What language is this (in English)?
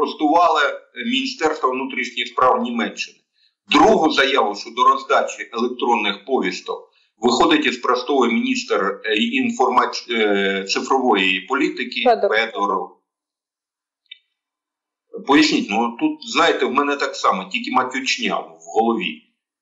Ukrainian